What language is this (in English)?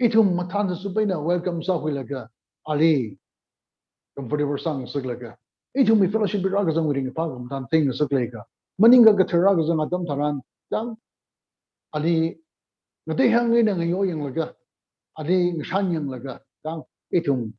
Tangkhul Naga (India)